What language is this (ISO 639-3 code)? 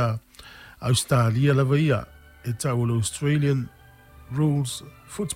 smo